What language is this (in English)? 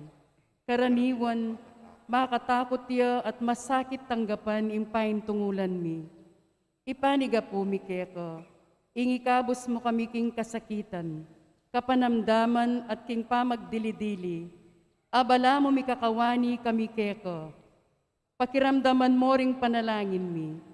Pampanga